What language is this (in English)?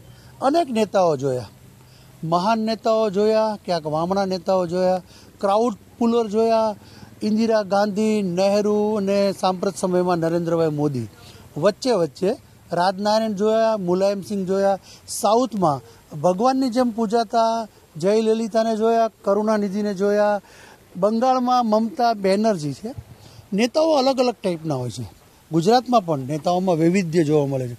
Gujarati